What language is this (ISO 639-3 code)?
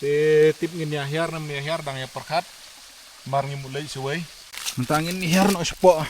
kha